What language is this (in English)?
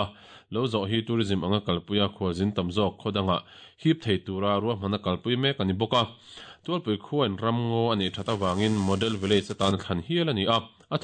Mizo